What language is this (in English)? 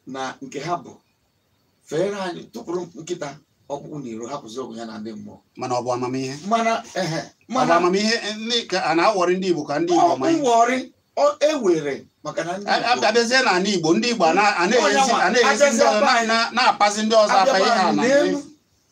Igbo